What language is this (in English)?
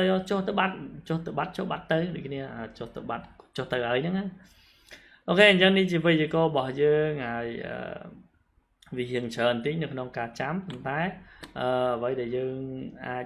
Khmer